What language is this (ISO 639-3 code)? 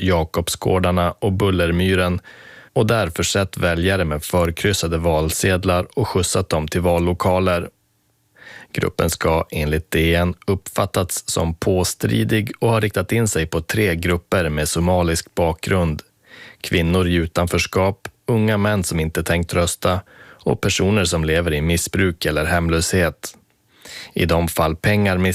swe